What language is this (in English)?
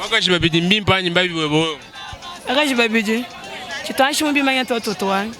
Luba-Lulua